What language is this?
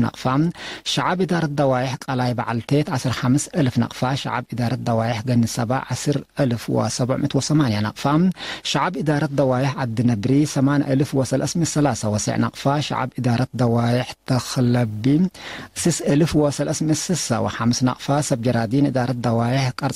Tigre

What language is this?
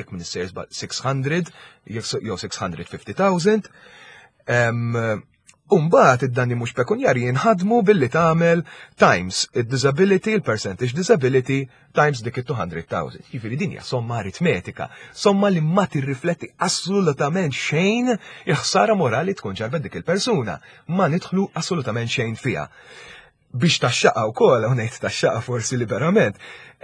Maltese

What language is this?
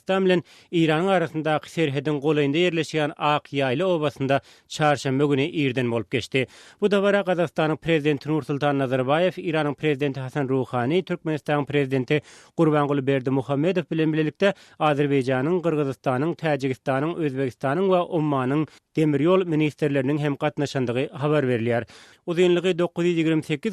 Turkmen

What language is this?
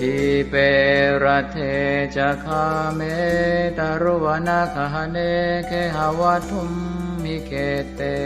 Pali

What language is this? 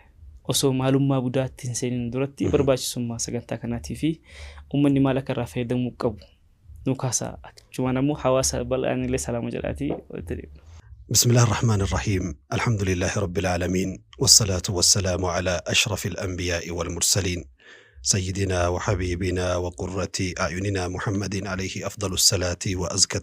Oromo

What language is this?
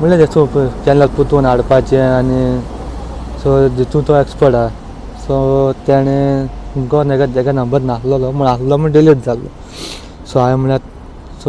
Konkani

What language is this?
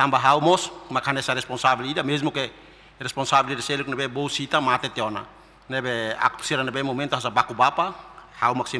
Tetum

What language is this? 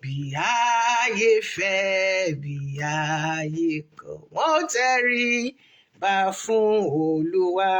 Yoruba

